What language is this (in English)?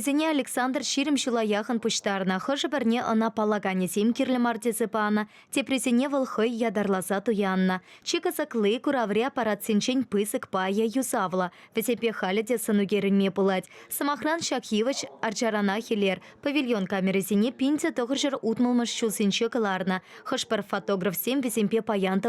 Chuvash